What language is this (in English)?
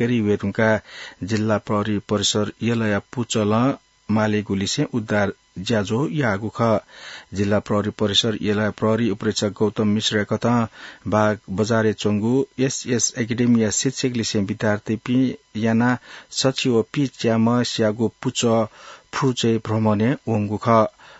Newari